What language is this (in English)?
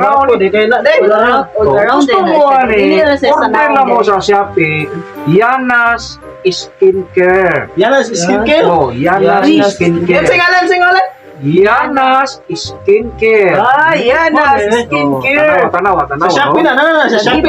Cebuano